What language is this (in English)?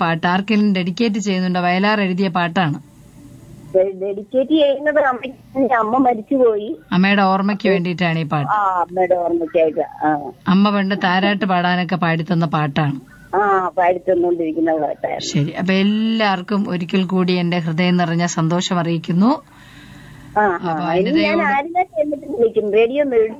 Malayalam